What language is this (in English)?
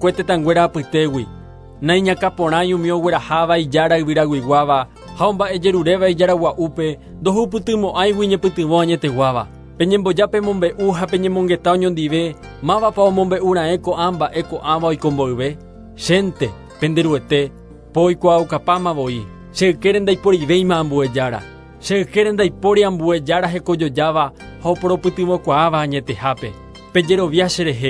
Guarani